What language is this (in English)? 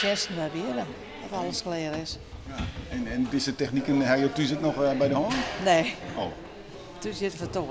Western Frisian